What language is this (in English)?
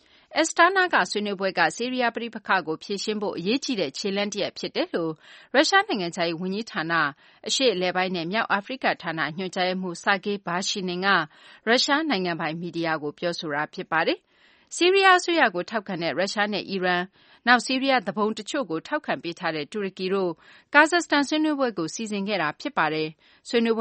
Burmese